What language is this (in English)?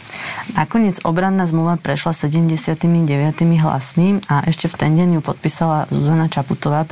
Slovak